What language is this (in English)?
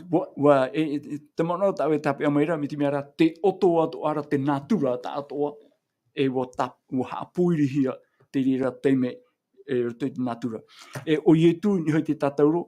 Tahitian